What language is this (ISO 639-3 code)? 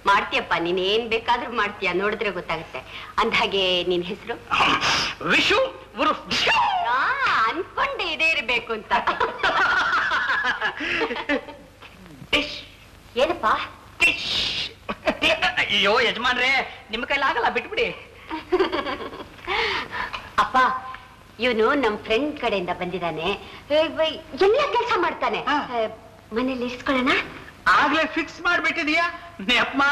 kan